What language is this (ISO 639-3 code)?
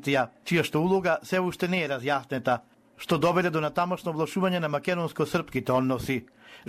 mkd